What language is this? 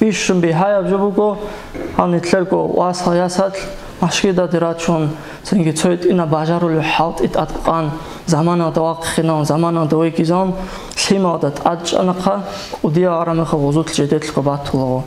Avaric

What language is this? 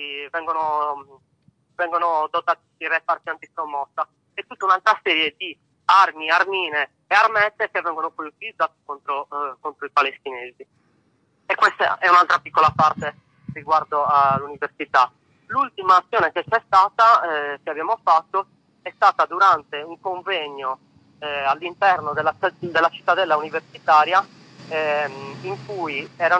Italian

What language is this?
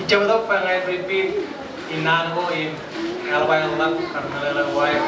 Marshallese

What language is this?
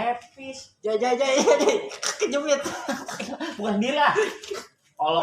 Betawi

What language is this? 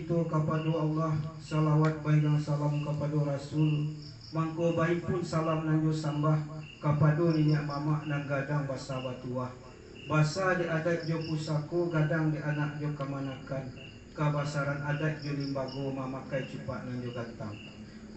Minangkabau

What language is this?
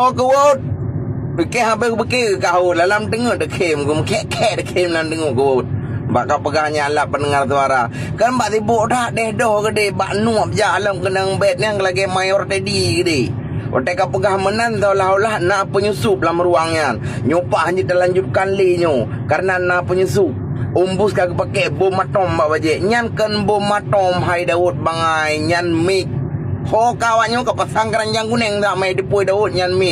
Achinese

